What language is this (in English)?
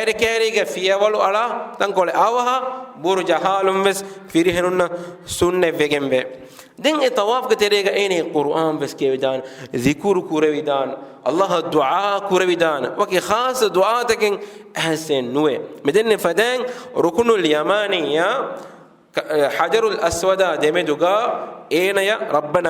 Divehi